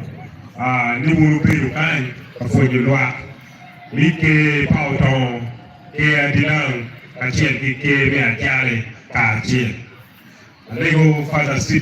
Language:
Acoli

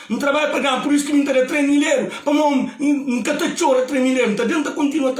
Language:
Kabuverdianu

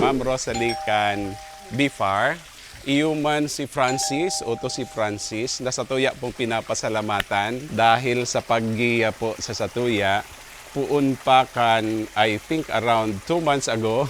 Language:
Bikol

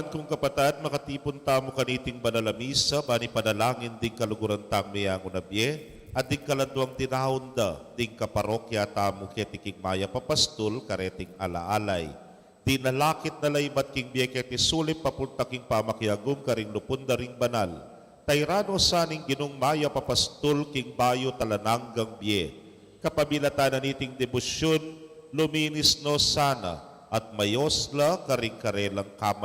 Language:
Pampanga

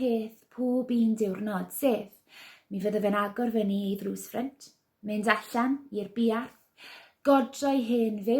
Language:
Welsh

